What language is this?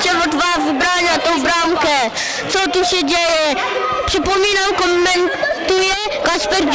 Polish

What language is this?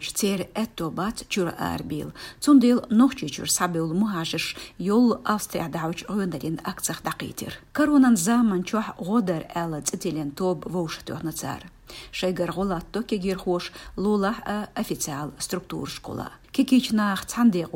Chechen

